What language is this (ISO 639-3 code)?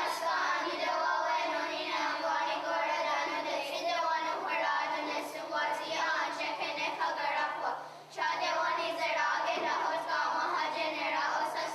moh